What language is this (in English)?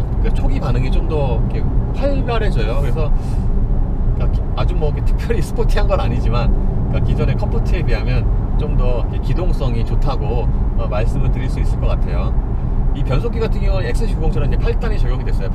Korean